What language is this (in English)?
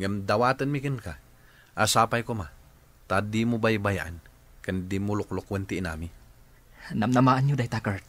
Iloko